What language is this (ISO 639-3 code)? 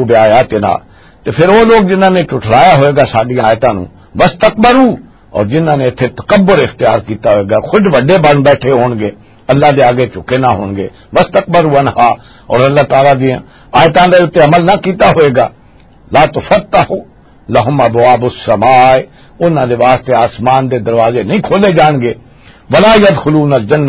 lah